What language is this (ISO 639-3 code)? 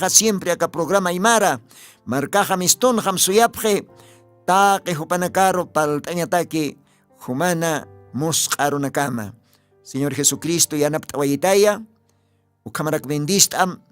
aym